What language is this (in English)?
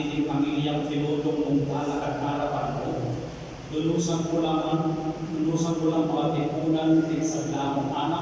Pampanga